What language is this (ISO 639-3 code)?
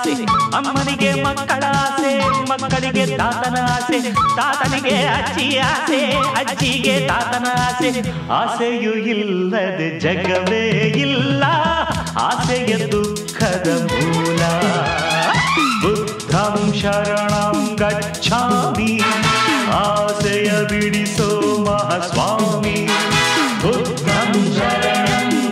kan